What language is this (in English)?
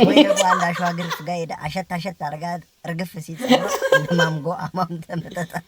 Amharic